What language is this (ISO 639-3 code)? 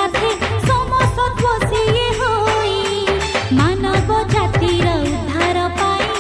ori